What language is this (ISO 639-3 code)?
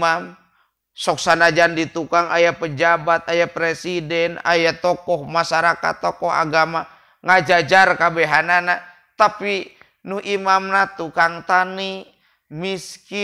sun